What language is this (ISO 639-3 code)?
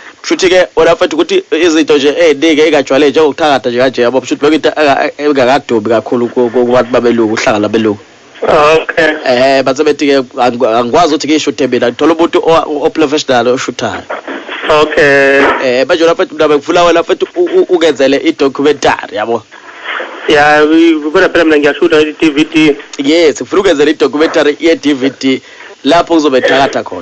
zul